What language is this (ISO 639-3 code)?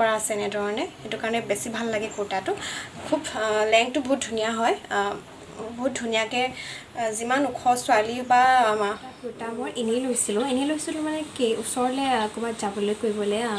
asm